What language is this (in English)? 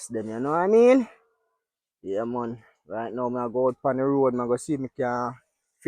Jamaican Creole English